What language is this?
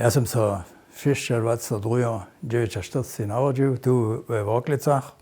Upper Sorbian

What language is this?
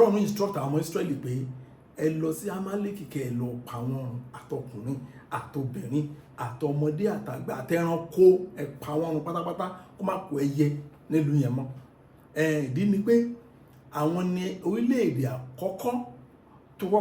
Yoruba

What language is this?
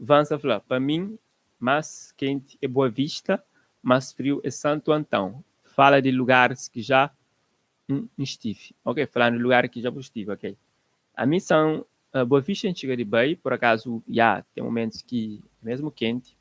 Kabuverdianu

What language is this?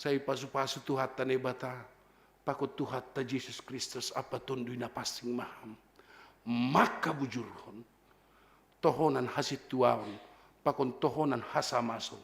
Batak Simalungun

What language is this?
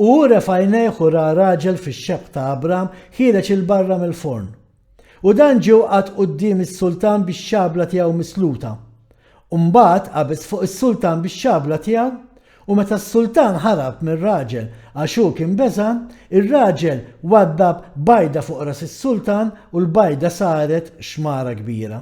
Maltese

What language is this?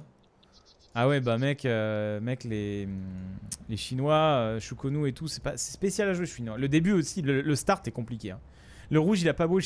French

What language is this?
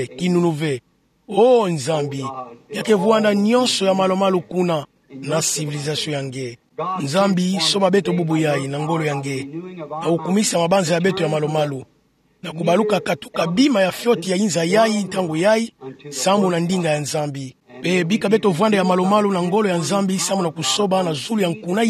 Kituba (Democratic Republic of Congo)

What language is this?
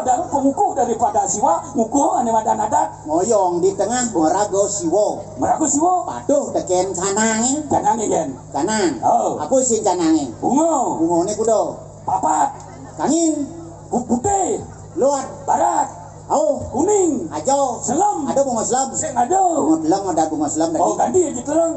Balinese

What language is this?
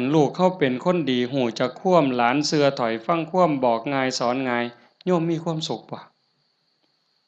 Northeastern Thai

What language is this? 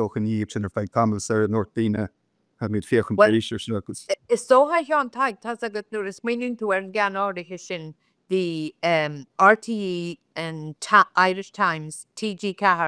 Irish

